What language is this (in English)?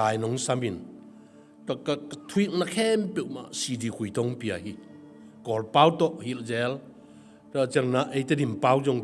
Tedim Chin